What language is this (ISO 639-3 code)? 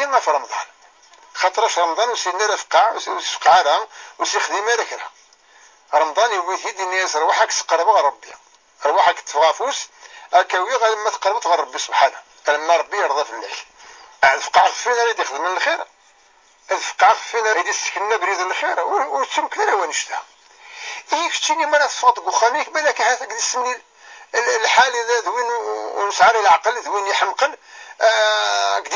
kab